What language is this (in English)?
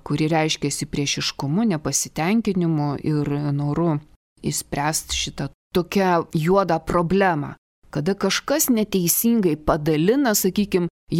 Lithuanian